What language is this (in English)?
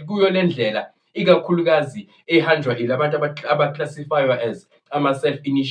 Zulu